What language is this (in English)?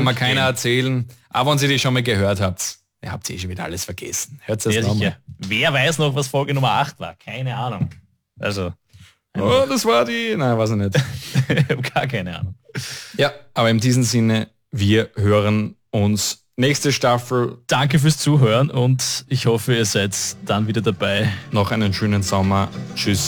German